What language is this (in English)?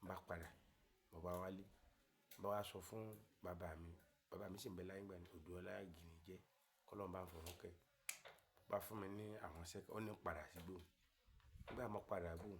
Yoruba